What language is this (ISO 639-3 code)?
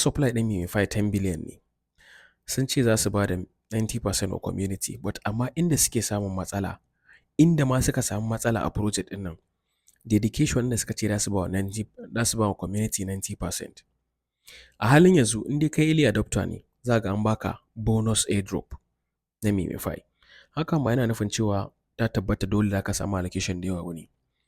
hau